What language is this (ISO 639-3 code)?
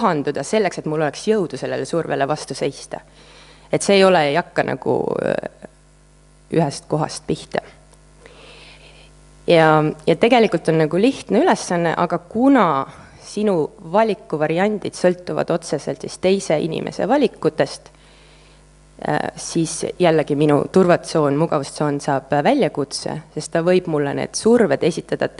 est